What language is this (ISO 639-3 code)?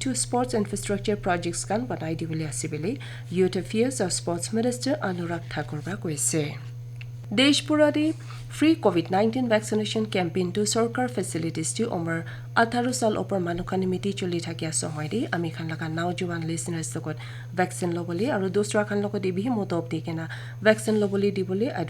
nag